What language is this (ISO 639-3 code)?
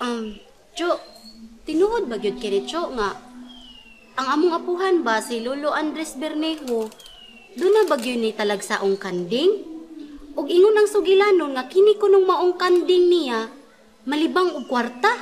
ceb